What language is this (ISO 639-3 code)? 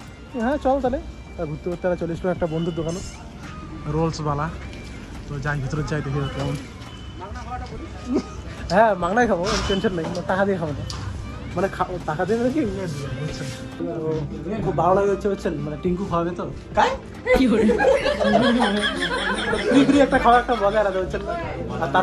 ben